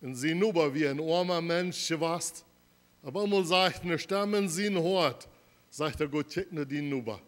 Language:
Plautdietsch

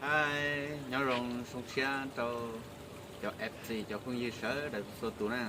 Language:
Hmong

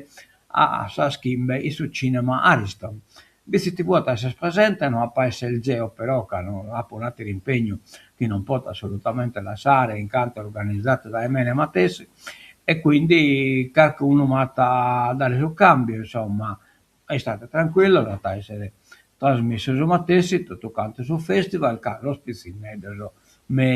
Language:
Sardinian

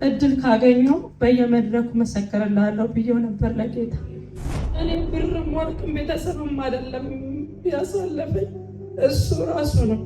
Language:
Amharic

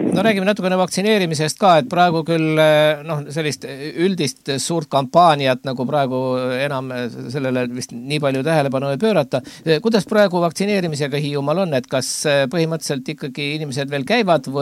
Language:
Estonian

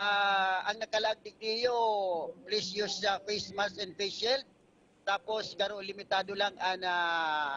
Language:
Bikol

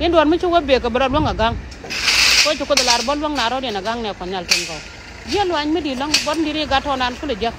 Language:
Nuer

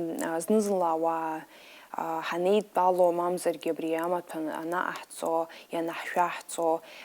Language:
Abkhazian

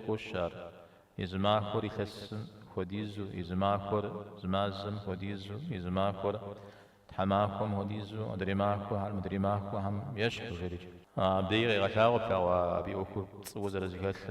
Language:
Kabardian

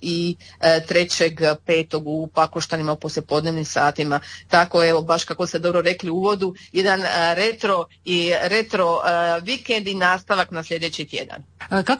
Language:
Croatian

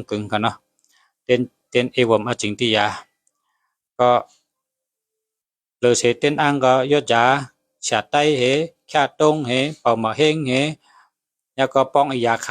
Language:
Shan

